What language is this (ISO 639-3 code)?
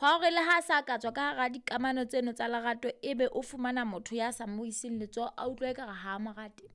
sot